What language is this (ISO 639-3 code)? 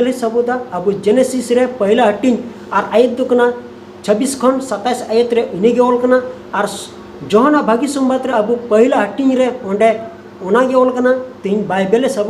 sat